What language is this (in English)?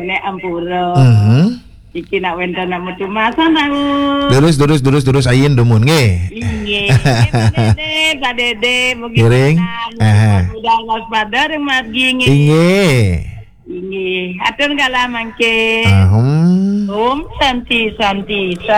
Balinese